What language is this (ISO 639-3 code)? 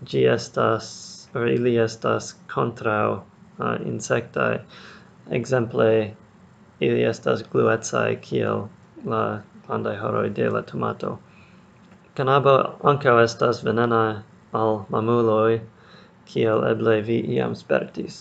epo